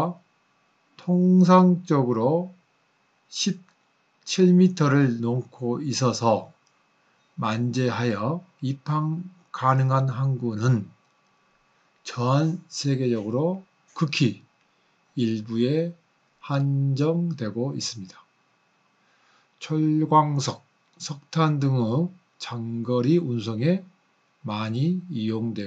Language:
Korean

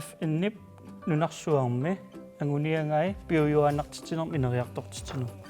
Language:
Kalaallisut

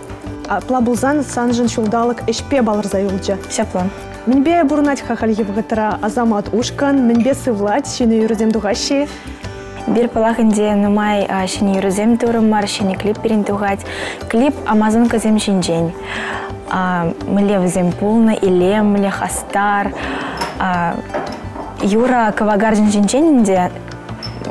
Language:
Chuvash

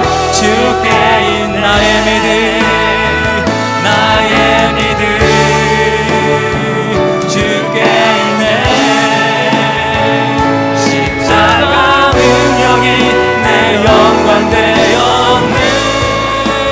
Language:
Korean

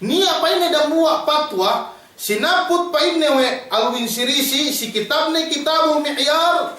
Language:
Yakan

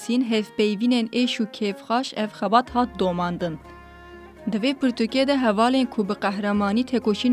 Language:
Kurdish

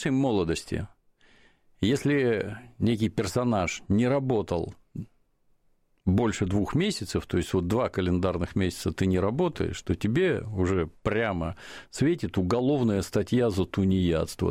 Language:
Russian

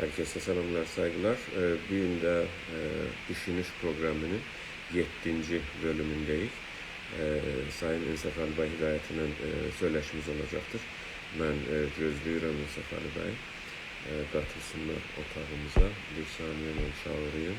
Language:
South Azerbaijani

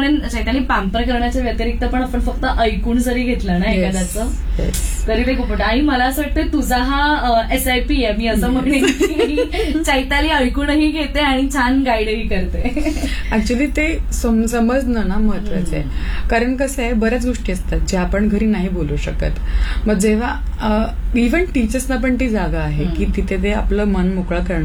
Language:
Marathi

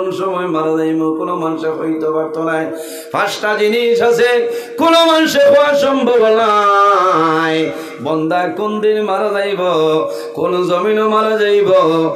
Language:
Sylheti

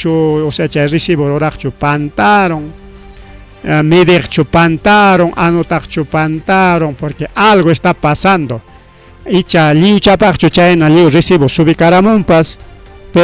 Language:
Ayacucho Quechua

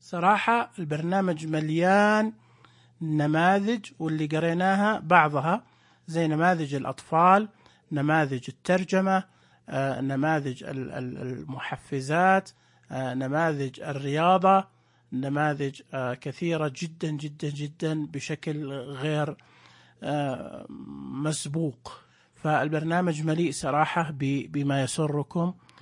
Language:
Najdi Arabic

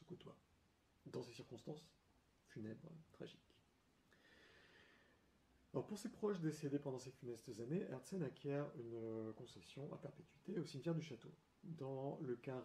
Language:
French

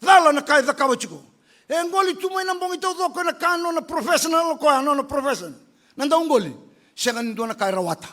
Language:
Fijian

